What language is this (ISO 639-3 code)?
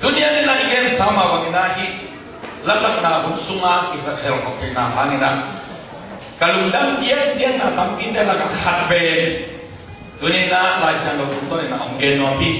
ctd